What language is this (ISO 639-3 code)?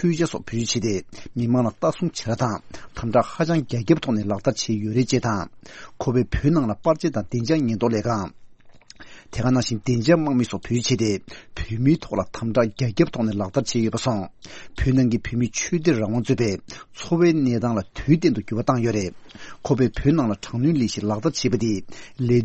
bod